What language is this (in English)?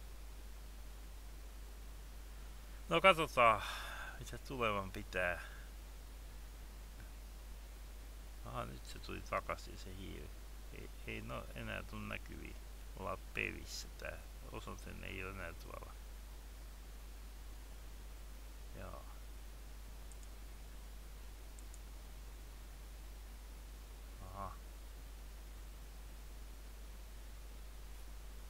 Finnish